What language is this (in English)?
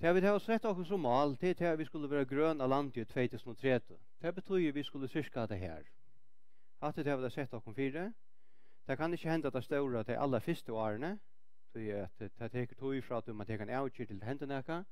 Faroese